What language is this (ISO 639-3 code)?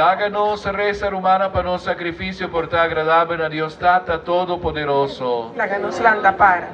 pap